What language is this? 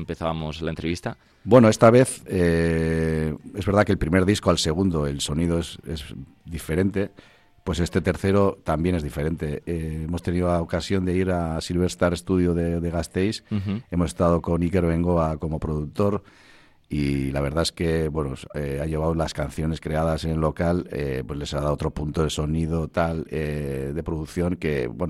Spanish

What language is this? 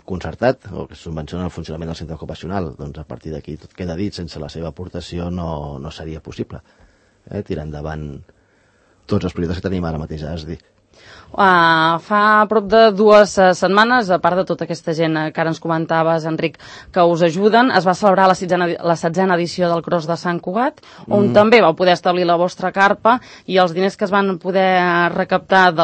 Catalan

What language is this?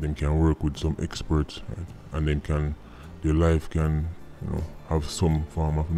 Jamaican Creole English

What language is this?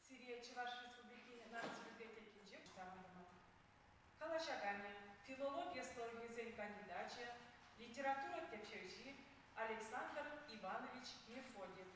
Chuvash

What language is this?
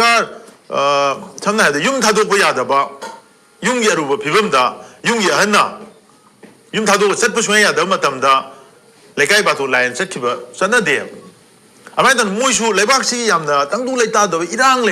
Manipuri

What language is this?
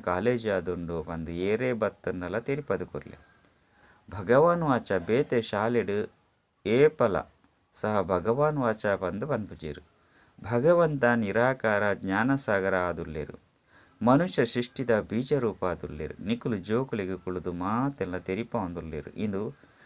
Tulu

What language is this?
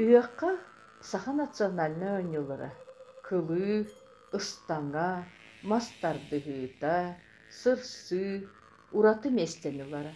Yakut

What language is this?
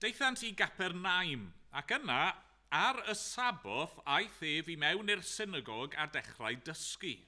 Welsh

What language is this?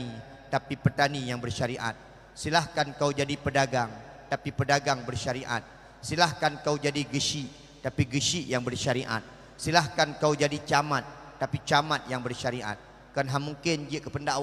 Achinese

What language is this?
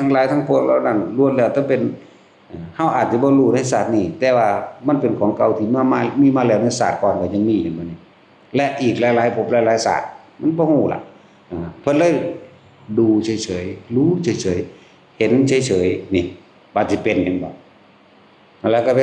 Northeastern Thai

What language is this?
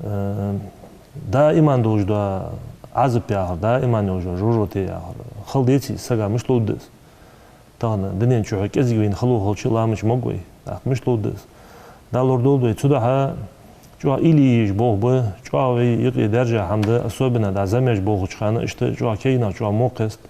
Ingush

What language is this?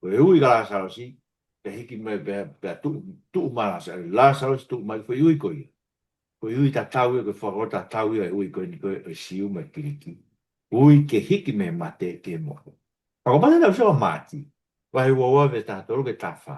Tongan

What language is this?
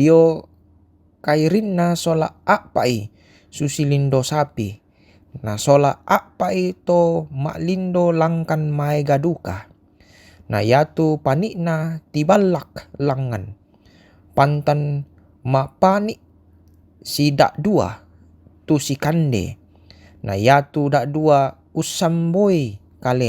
Toraja-Sa'dan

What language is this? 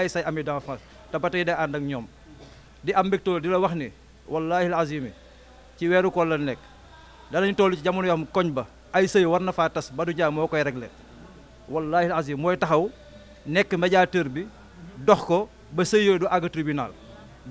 Wolof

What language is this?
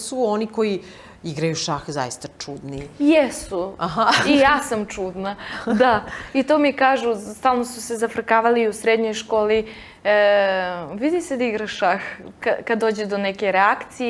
Serbian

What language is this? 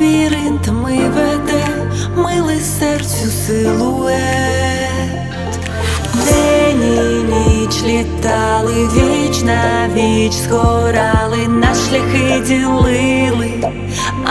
Ukrainian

